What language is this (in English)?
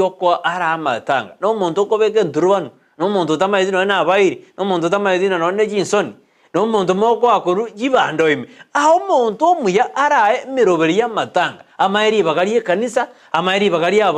Gusii